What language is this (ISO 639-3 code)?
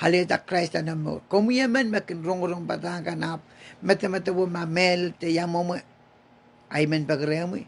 pon